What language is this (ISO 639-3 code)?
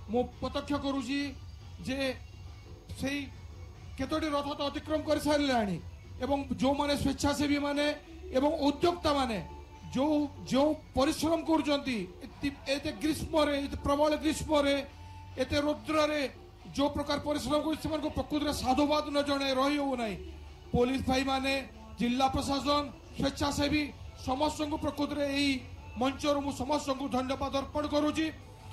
ori